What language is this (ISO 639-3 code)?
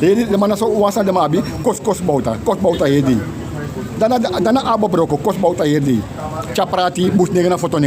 srn